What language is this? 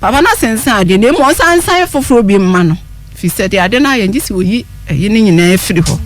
Akan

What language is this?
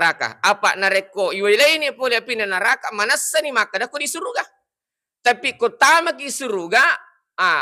Buginese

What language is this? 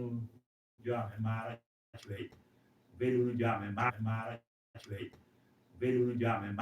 Lango (Uganda)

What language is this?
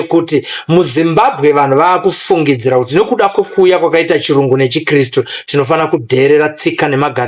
Shona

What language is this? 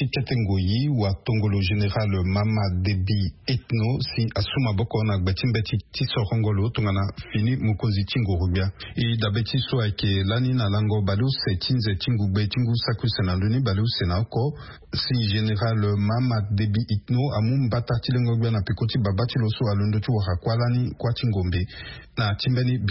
Sango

